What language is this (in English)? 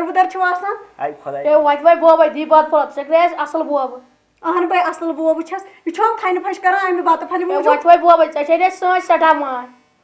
Kashmiri